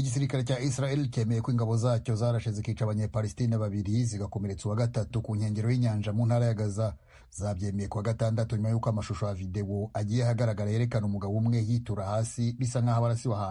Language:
Kinyarwanda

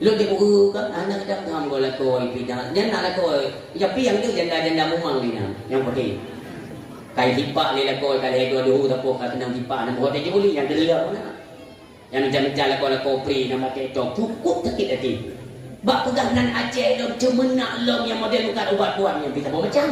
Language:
Achinese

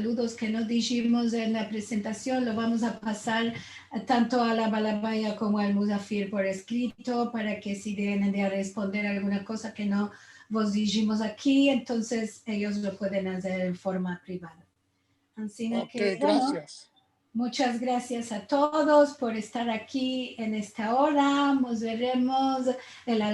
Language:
Ladino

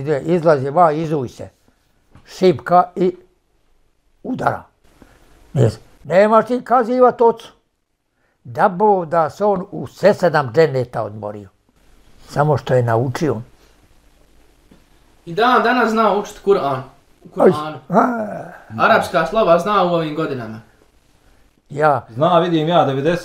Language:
Bosnian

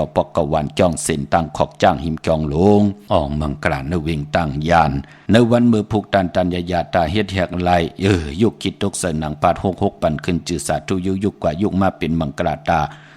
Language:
Shan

